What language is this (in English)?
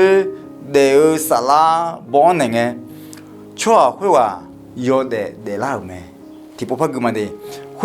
Akha